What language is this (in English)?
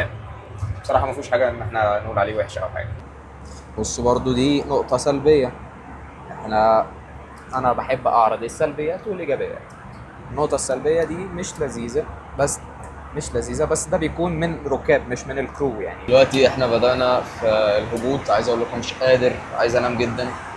Egyptian Arabic